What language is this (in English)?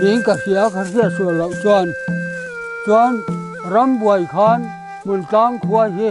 Mizo